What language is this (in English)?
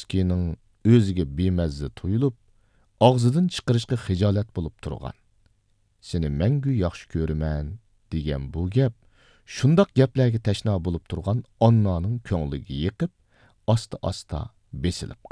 Uyghur